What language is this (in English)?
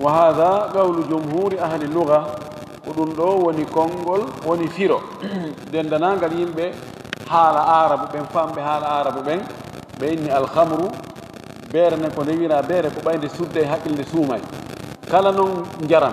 Fula